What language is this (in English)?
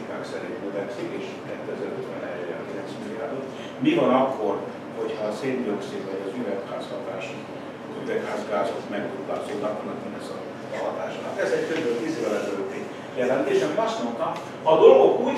Hungarian